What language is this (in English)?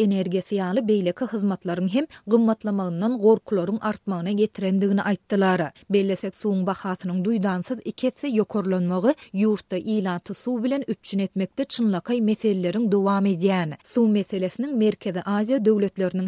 Turkmen